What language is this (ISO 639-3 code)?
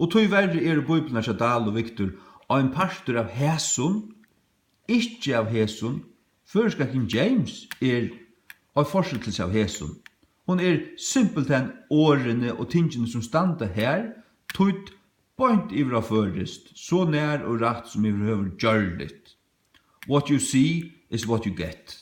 fao